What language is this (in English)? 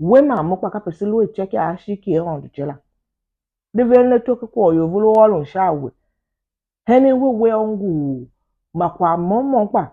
Tiv